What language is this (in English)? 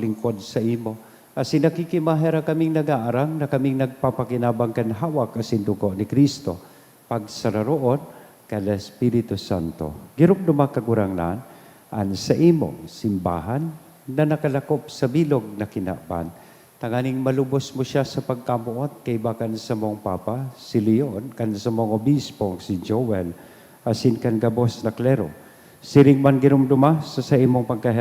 Bikol